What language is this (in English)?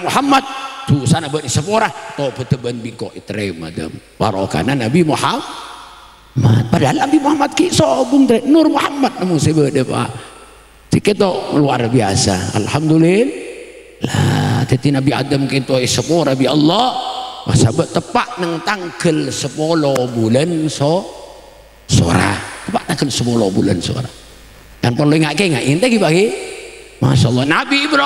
Madurese